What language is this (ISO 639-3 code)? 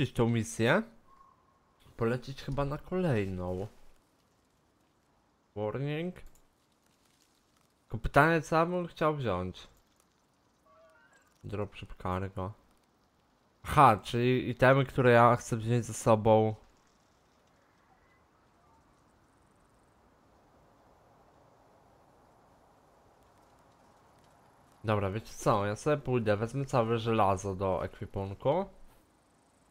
pol